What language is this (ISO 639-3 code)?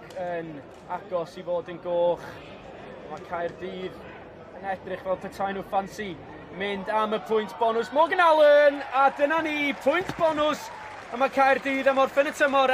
cym